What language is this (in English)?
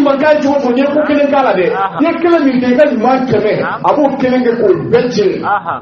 Bambara